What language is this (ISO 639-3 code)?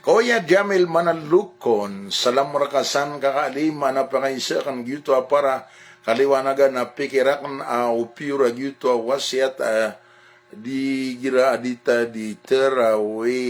mrw